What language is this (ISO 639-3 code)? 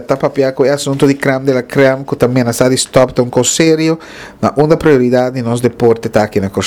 pap